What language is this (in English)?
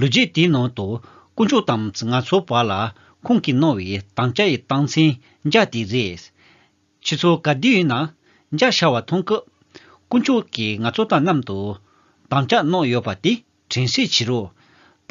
Tibetan